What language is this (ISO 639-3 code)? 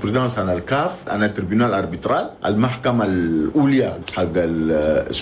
shu